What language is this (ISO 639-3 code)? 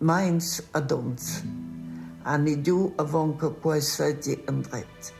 roh